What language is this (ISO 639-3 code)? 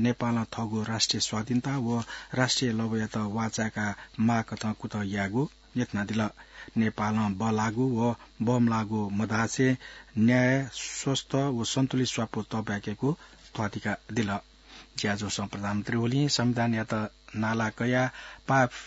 new